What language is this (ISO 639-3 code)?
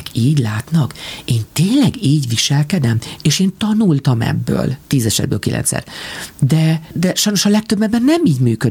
hun